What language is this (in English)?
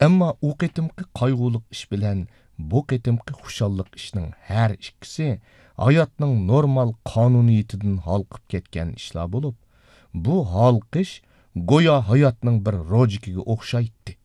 Uyghur